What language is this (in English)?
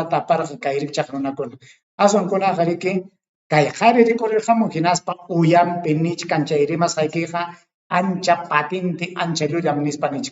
Ayacucho Quechua